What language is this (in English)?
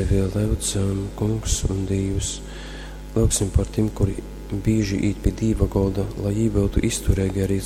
Latgalian